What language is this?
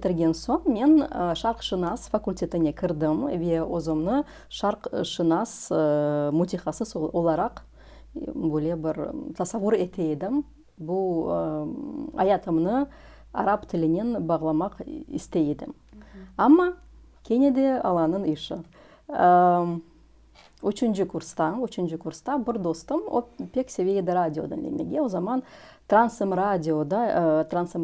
Crimean Tatar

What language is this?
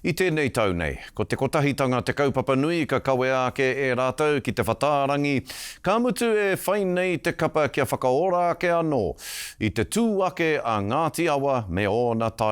Māori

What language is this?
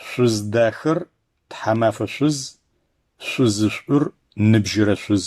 Adyghe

